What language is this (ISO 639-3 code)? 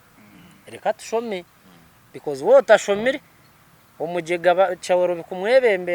nyn